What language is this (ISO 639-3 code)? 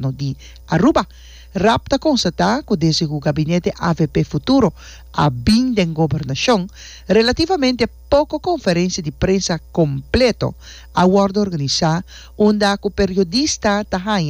pap